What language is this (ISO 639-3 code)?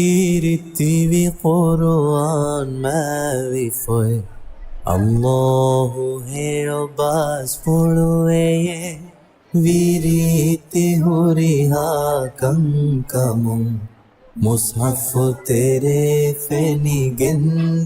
div